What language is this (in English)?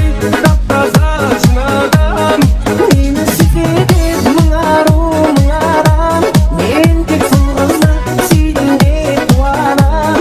Kara-Kalpak